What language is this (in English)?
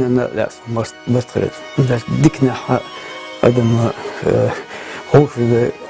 Chechen